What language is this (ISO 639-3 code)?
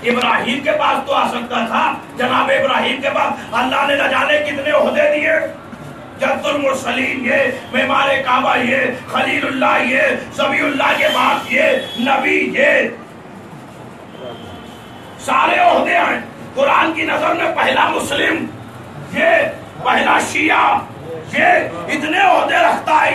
urd